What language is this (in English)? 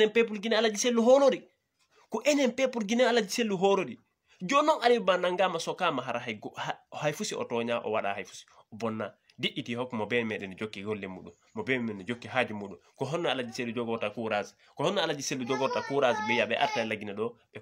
Fula